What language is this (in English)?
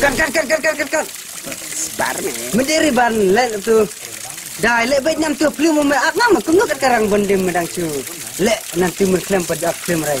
Khasi